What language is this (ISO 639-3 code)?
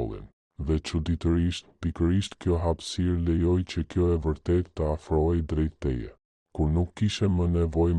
sqi